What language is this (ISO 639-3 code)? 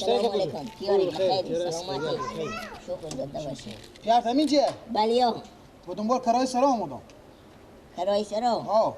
fas